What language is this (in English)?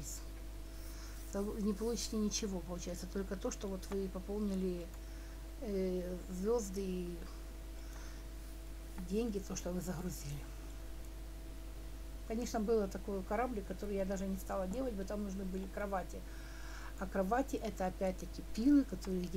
Russian